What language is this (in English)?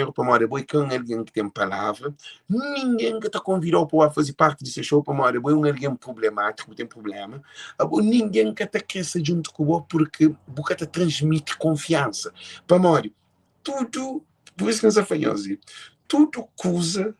Kabuverdianu